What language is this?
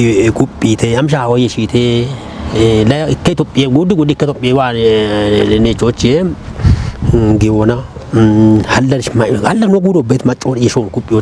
Kafa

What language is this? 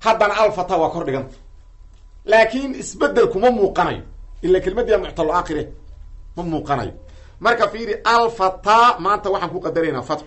Somali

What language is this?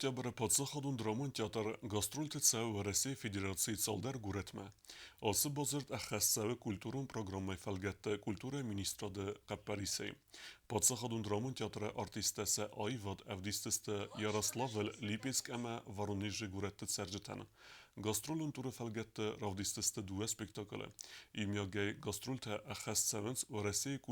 Ossetic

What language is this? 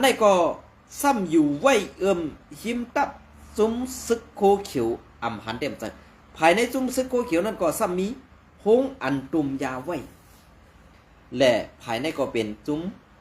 Shan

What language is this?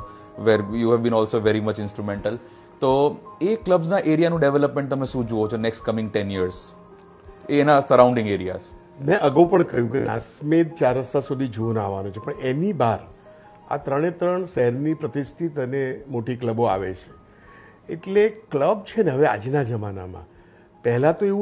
Gujarati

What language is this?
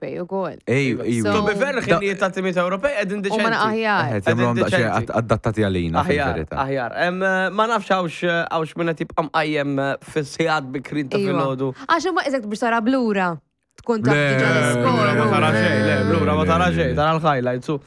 Maltese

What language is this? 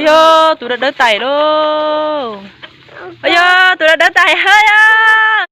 Hmong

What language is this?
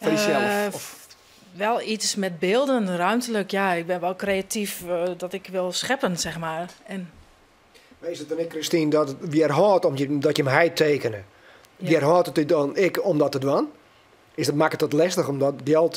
Western Frisian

